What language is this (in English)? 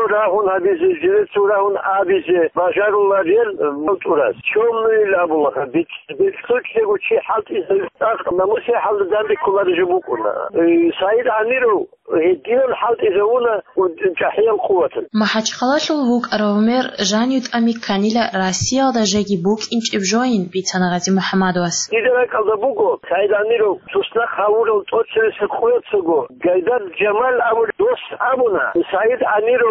Avaric